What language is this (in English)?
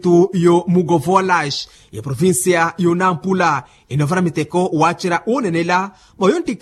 Makhuwa